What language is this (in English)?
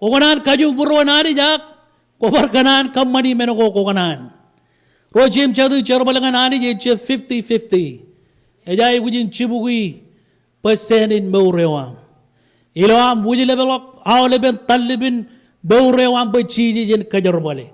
Marshallese